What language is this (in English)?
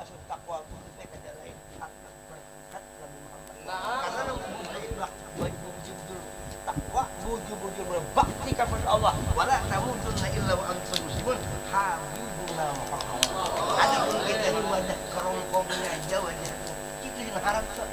Banjar